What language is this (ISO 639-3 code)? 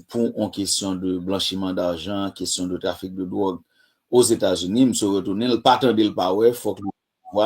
hat